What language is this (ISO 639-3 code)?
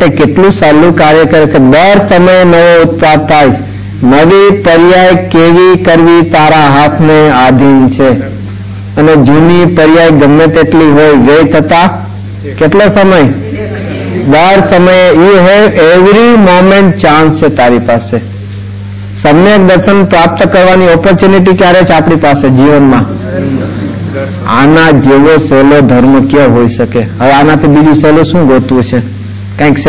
guj